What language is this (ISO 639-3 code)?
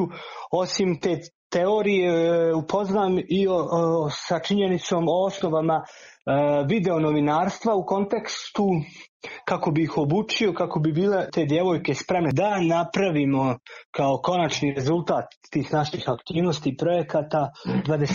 bos